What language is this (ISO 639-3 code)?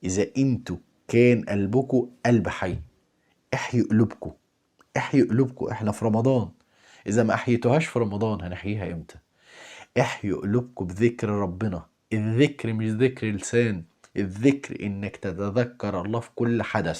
arz